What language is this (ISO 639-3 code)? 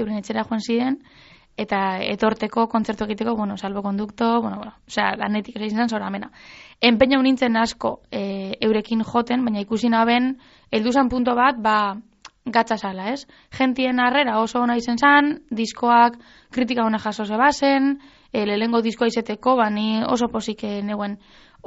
eus